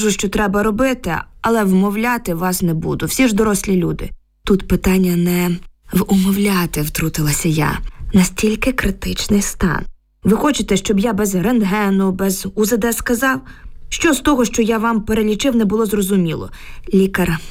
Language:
Ukrainian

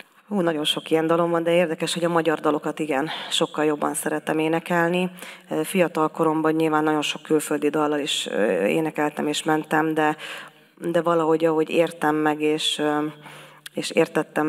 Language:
Hungarian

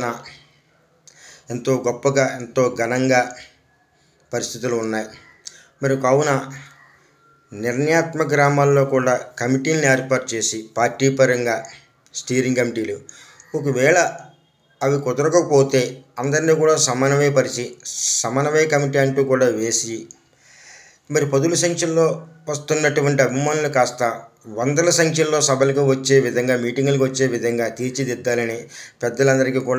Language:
Telugu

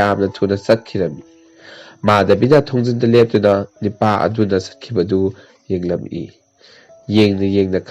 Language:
Manipuri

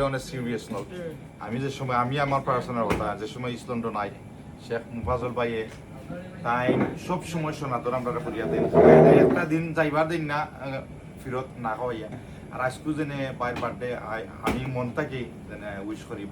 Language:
Sylheti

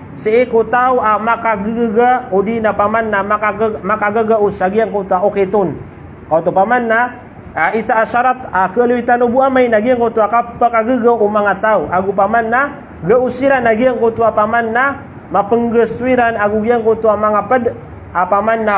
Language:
Maranao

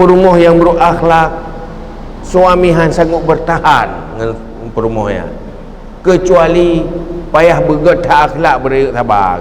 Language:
Achinese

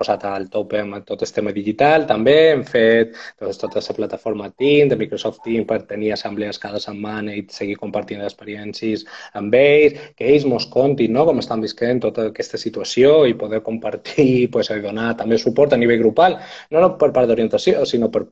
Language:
Catalan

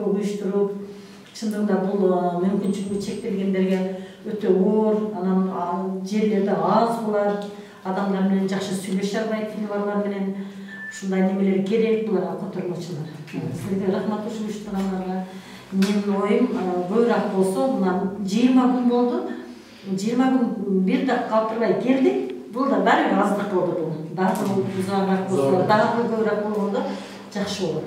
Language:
Kyrgyz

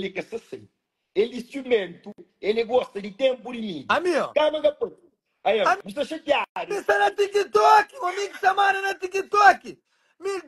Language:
Kabuverdianu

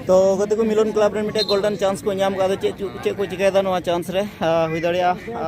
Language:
Santali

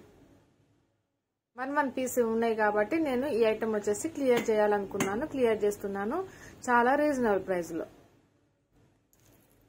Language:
Telugu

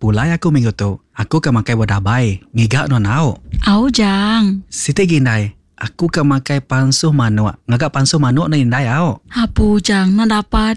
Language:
Iban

